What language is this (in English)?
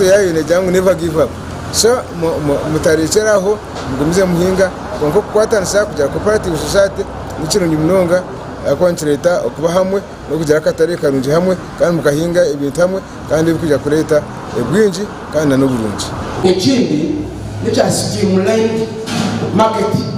Nyankole